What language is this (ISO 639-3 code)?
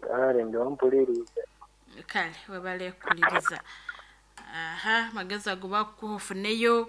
nyn